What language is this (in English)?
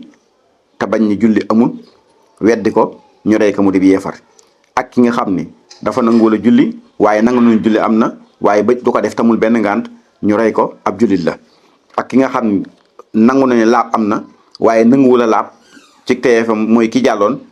Wolof